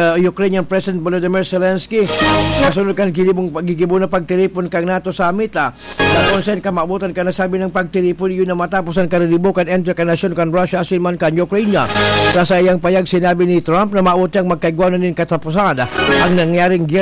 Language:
Bikol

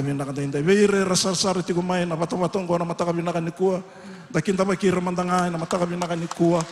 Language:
Fijian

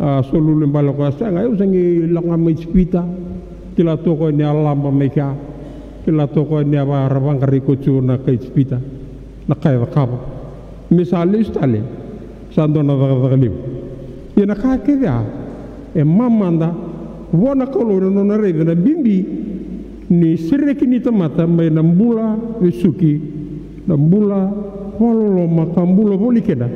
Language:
Fijian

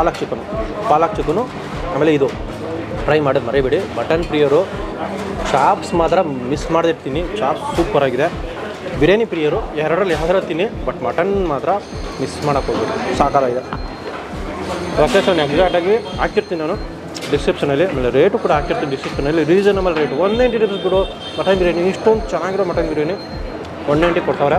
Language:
Kannada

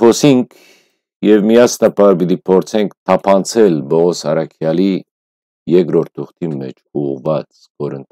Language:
Western Armenian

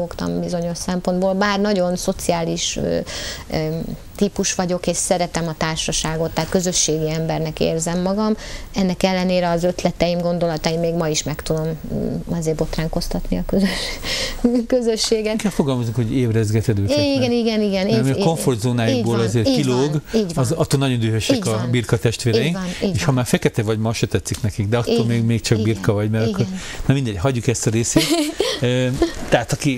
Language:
Hungarian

